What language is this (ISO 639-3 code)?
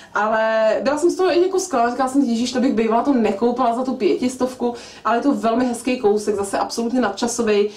ces